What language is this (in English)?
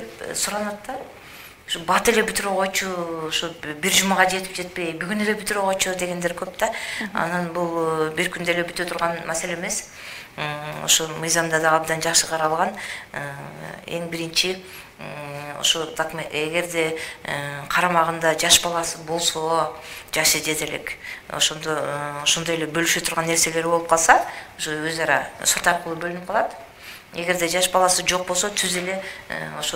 Kyrgyz